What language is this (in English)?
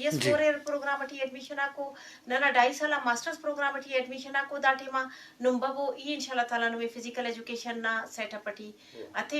Eastern Balochi